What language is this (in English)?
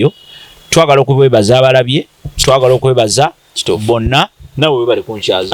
Ganda